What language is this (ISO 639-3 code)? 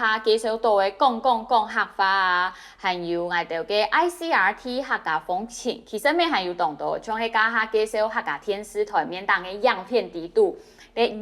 hak